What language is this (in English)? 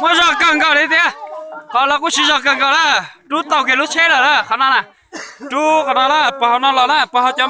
Hmong